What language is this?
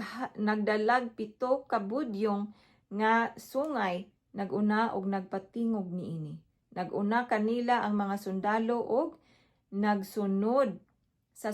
Cebuano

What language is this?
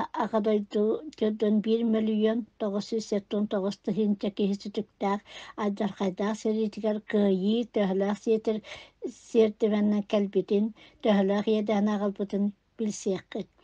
Yakut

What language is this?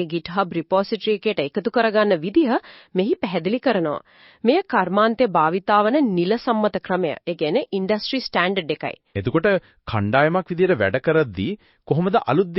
Sinhala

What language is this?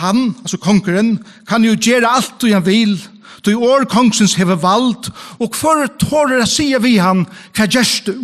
Faroese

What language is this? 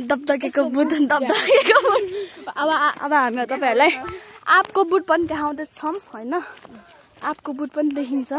Nepali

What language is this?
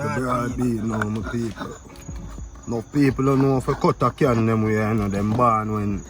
Jamaican Creole English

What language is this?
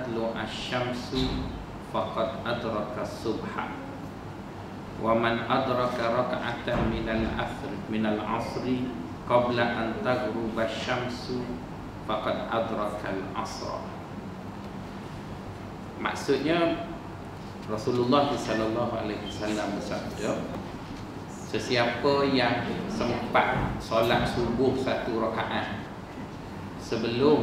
Malay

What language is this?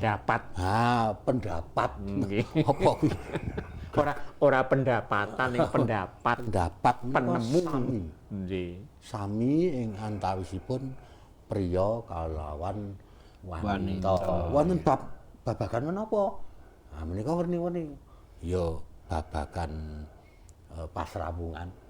Javanese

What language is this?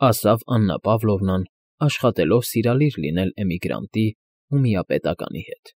Armenian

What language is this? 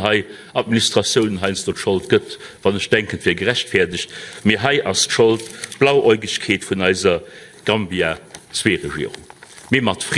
Luxembourgish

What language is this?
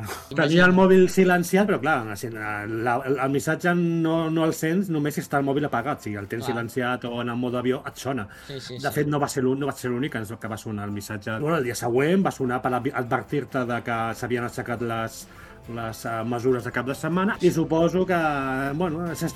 Catalan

